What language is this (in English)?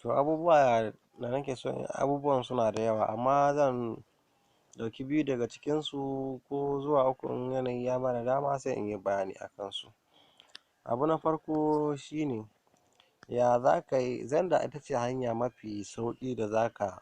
Hausa